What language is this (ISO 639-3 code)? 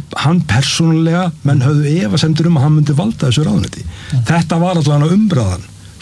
isl